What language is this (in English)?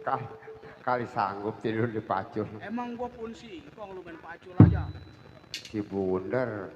Betawi